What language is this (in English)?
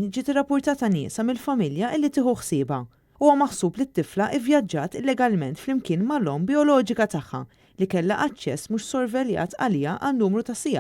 Maltese